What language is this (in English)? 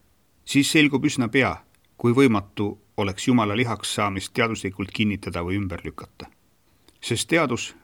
Estonian